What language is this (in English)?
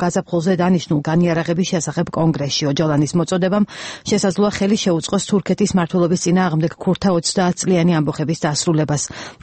Georgian